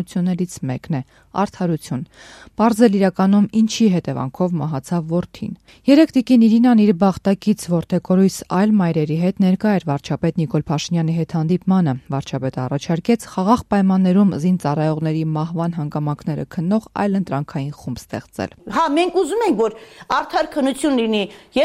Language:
Armenian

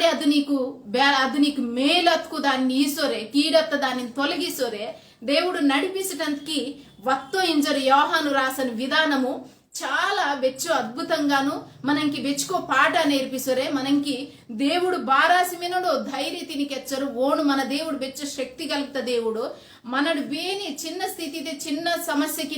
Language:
Koya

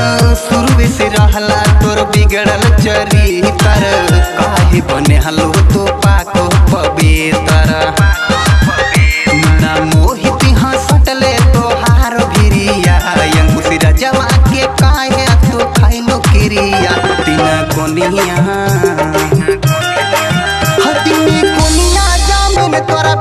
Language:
Bhojpuri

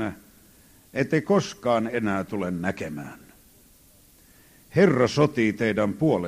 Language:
Finnish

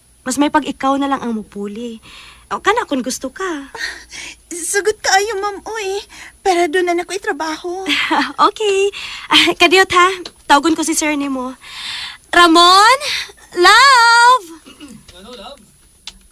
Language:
Cebuano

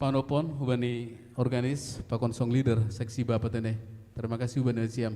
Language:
Batak Simalungun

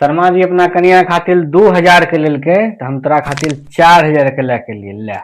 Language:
Maithili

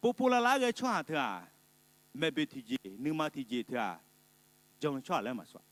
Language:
Akha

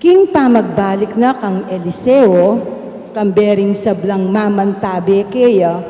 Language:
Pampanga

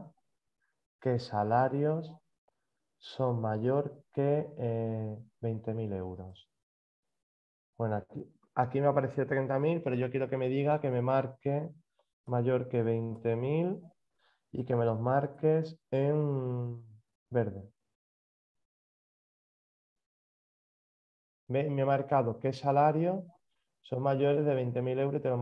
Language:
Spanish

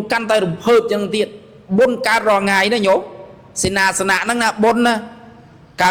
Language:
Khmer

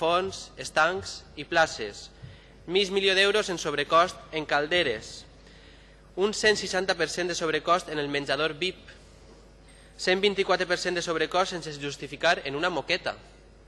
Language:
Catalan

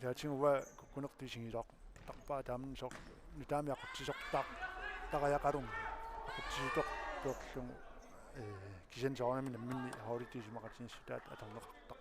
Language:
Kalaallisut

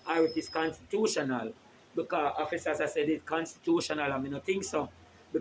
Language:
Jamaican Creole English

